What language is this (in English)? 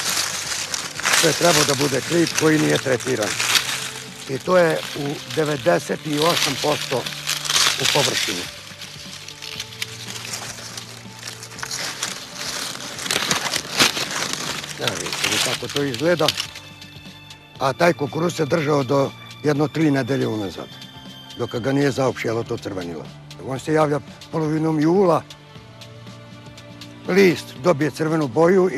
Serbian